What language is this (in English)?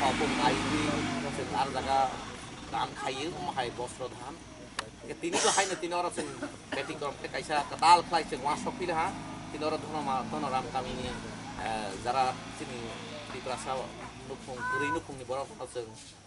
Kok Borok